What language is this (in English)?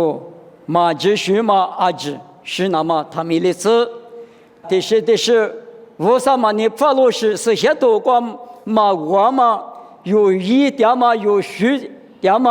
Lisu